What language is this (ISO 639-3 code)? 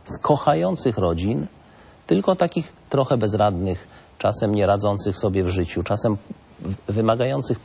pol